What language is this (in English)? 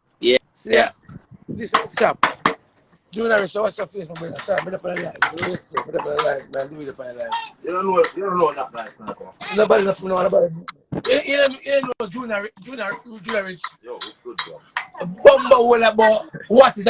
Jamaican Creole English